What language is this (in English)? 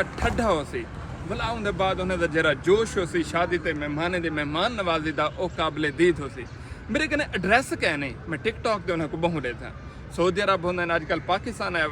Saraiki